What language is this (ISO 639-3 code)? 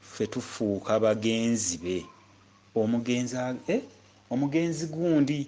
lug